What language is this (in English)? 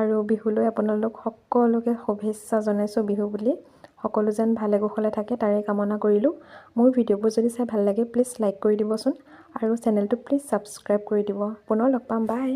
Assamese